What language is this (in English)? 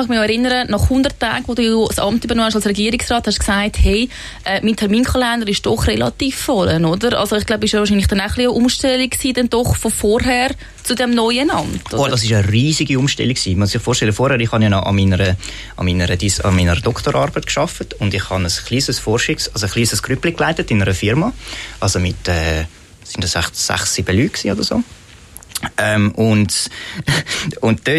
Swiss German